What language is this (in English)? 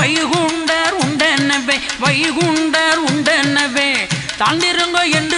Tamil